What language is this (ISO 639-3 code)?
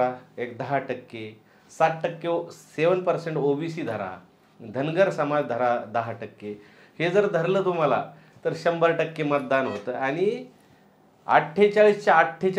mar